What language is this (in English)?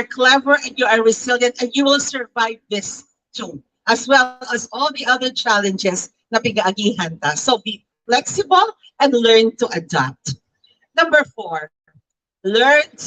Bikol